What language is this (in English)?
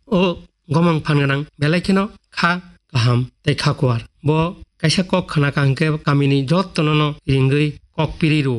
Kok Borok